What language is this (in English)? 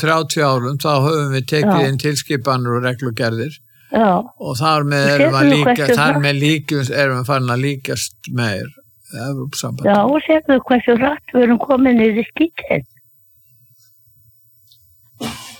Icelandic